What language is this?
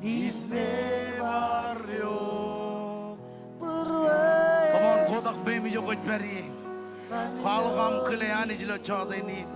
Marshallese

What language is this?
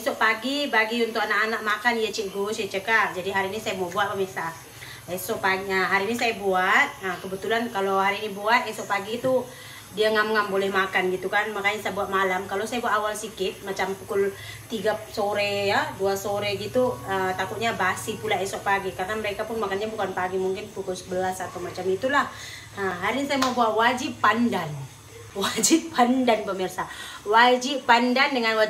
Malay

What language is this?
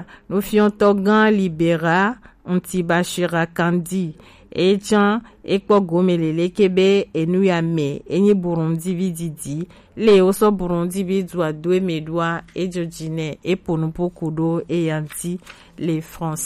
Gen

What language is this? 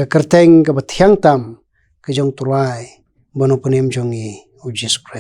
Khasi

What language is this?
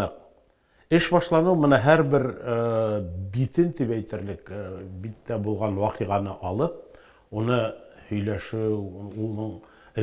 Bashkir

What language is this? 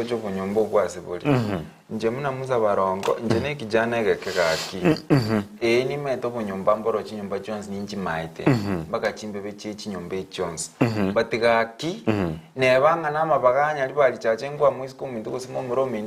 Gusii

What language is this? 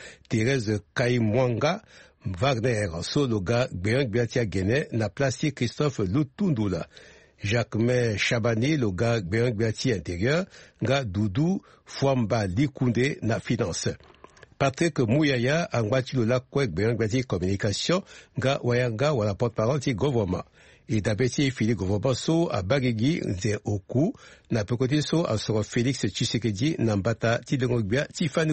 Sango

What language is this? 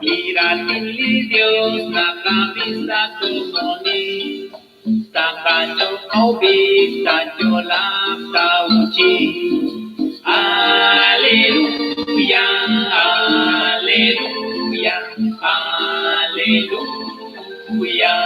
Kekchí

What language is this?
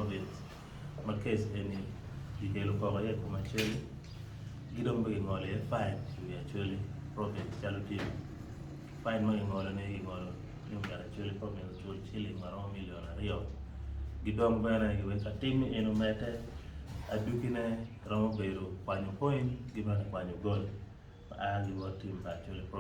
Acoli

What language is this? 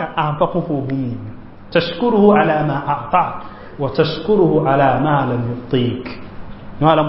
Mossi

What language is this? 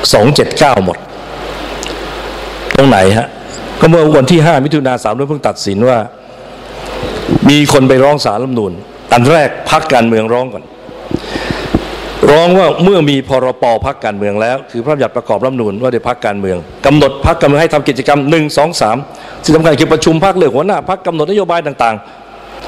Thai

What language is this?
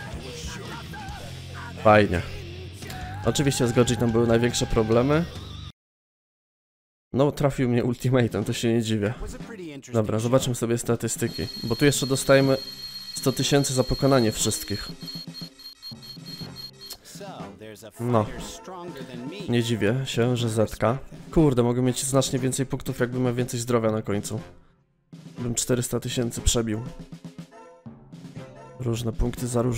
Polish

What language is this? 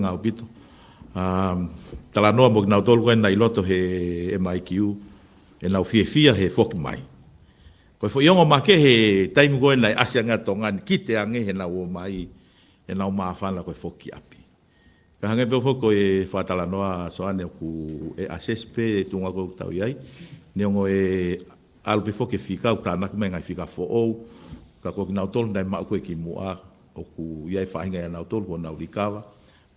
Tongan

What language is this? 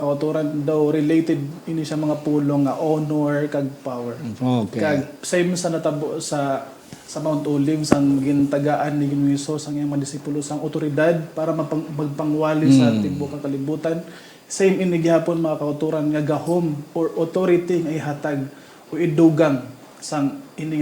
Hiligaynon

